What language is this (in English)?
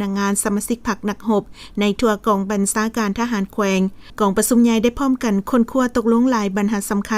Lao